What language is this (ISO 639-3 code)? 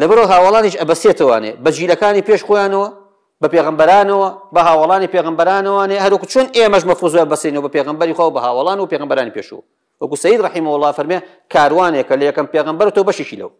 ckb